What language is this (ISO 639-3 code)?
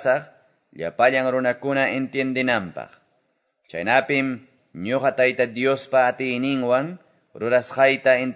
que